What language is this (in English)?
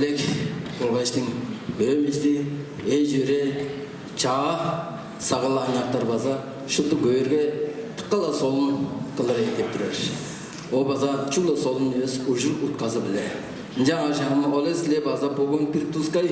Tuvinian